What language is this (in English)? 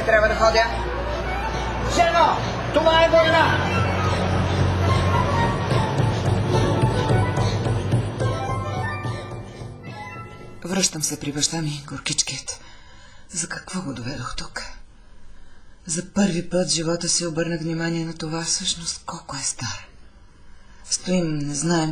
Bulgarian